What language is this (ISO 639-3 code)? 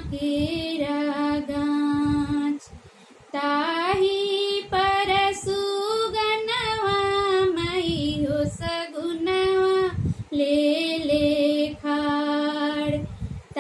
bho